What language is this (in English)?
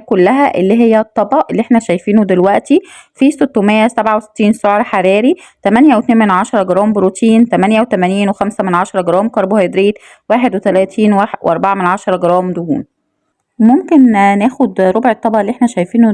Egyptian Arabic